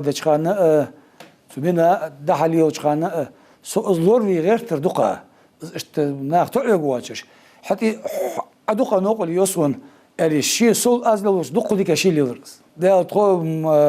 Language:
Ingush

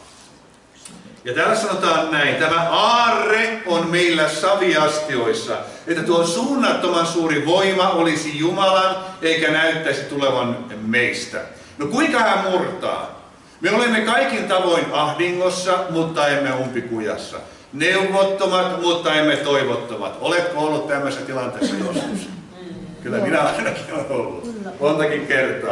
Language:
Finnish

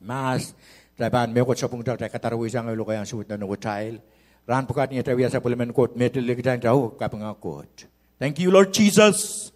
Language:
Pohnpeian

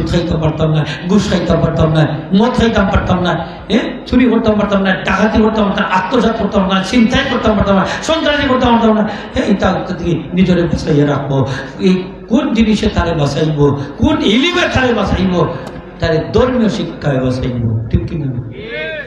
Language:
Sylheti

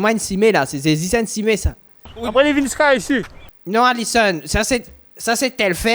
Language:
Morisyen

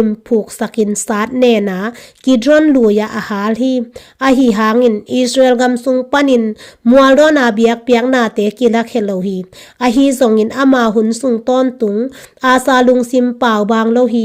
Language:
Tedim Chin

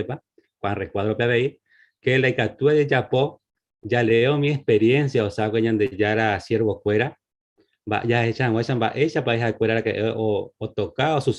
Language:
Guarani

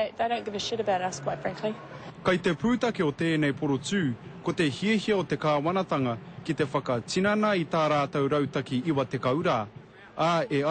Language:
Māori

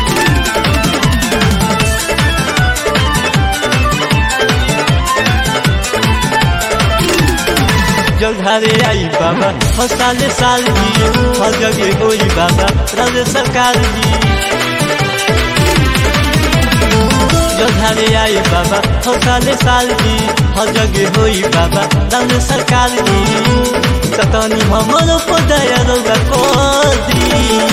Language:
Bhojpuri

